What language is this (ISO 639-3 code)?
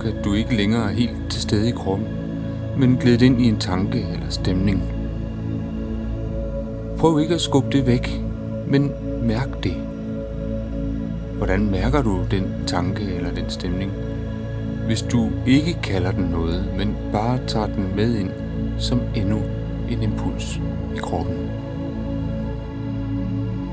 dan